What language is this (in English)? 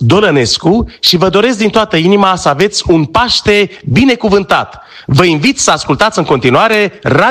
Romanian